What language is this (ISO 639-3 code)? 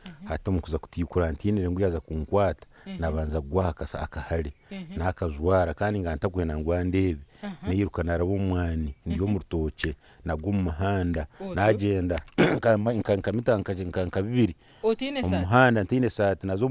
nyn